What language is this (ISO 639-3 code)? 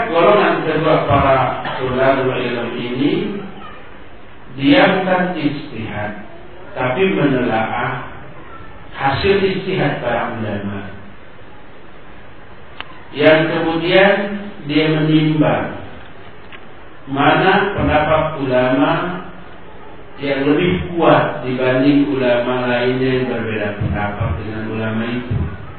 ind